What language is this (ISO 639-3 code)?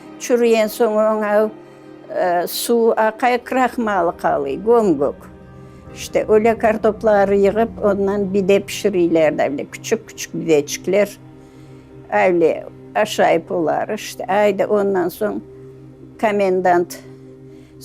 crh